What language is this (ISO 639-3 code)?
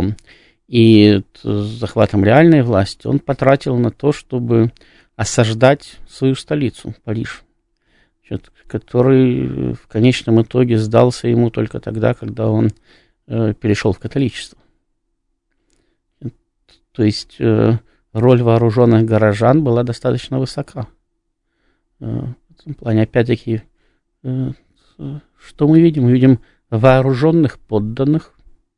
rus